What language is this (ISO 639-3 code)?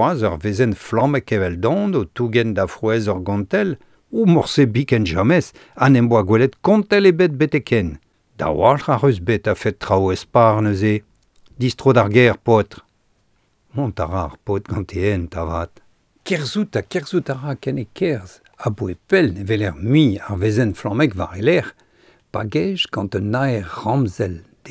bre